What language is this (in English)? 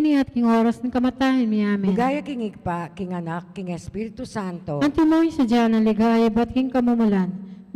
Pampanga